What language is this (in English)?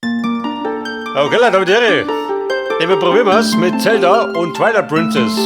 Bavarian